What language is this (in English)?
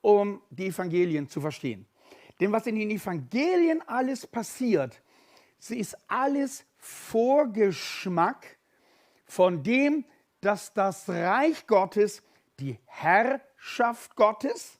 Swiss German